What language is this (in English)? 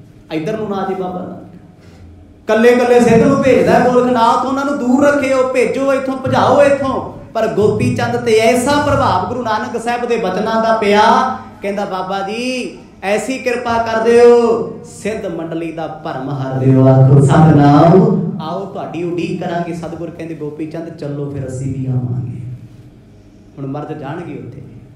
Punjabi